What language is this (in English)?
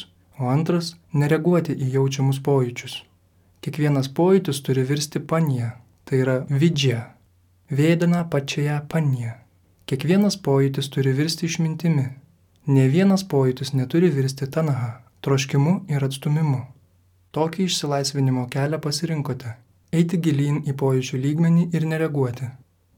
Lithuanian